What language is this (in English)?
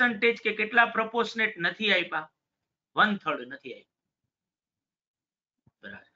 Gujarati